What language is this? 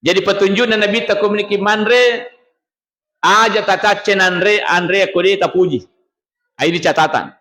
Buginese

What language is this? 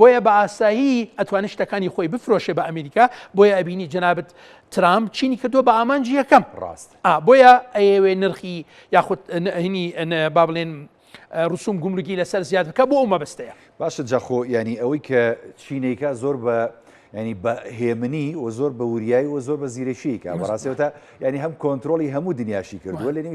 Central Kurdish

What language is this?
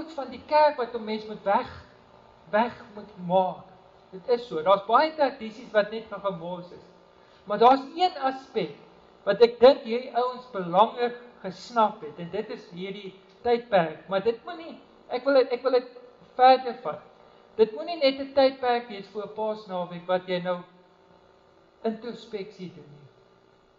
Afrikaans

